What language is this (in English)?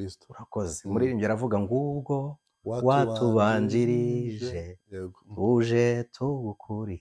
Kinyarwanda